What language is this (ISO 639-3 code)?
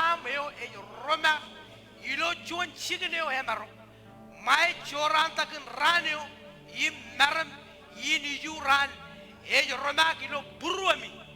mah